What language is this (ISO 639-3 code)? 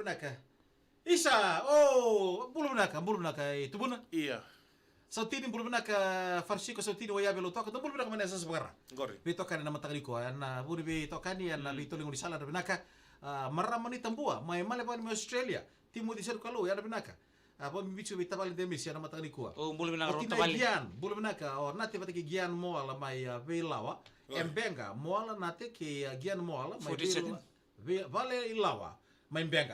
fij